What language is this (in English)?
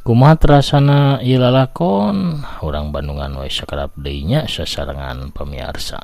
Sundanese